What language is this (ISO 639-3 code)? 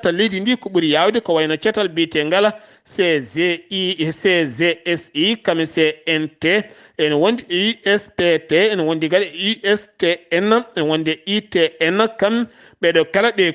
ful